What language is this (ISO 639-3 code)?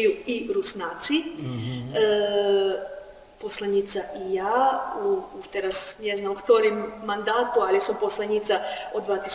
rue